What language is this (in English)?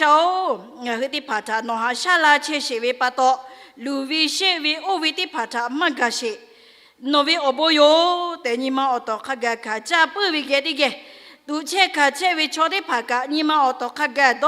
Lahu